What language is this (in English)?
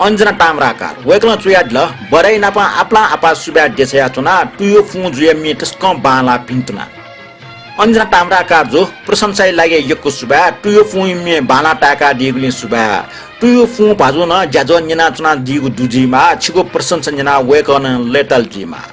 Newari